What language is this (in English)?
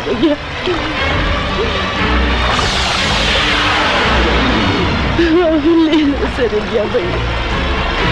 Bhojpuri